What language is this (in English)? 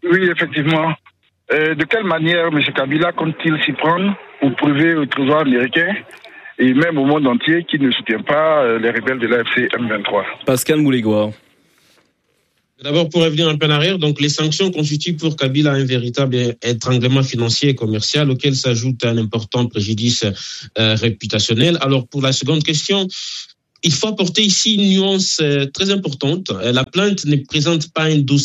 French